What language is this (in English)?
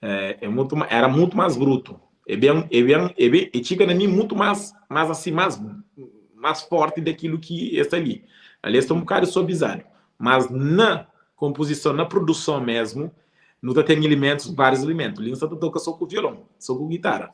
Kabuverdianu